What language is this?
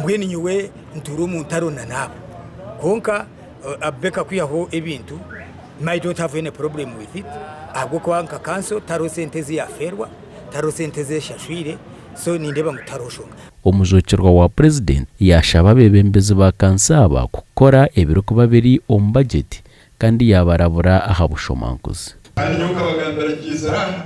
Nyankole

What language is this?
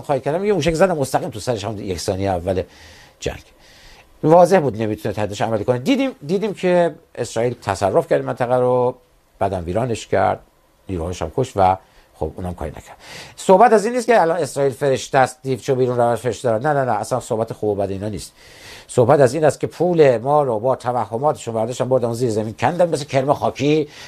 Persian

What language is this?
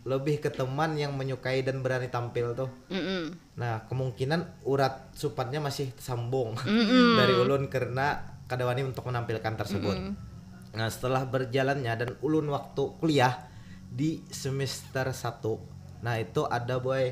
Banjar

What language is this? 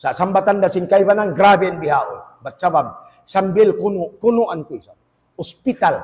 Tausug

